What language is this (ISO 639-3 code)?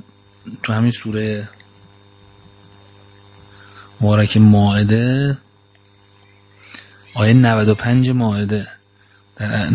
fas